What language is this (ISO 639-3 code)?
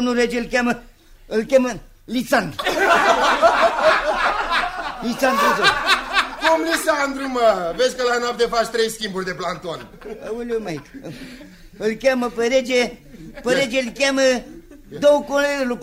ron